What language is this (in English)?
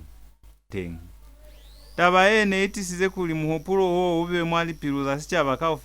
Lozi